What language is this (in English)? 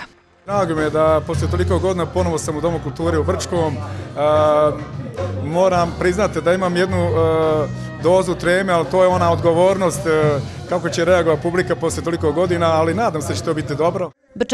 Bosnian